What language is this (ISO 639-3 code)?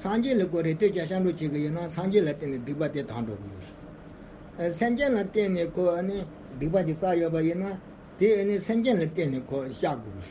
bod